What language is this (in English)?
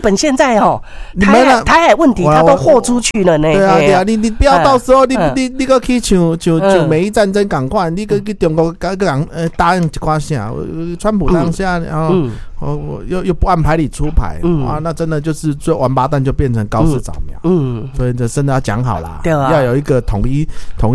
Min Nan Chinese